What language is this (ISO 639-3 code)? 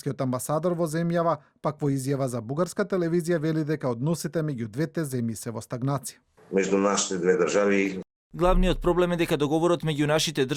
mkd